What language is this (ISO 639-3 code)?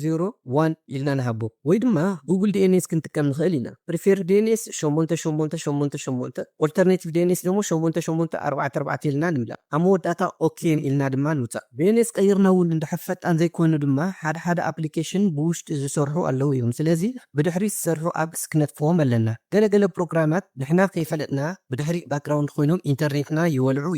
tir